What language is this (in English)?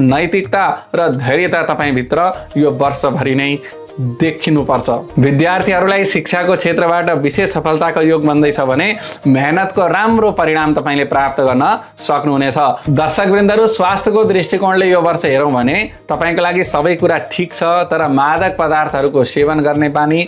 Nepali